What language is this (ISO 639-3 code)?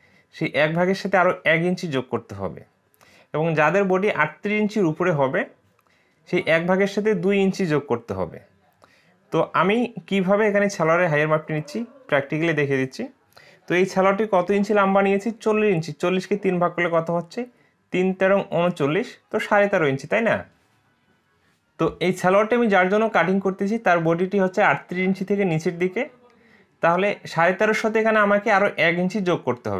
ben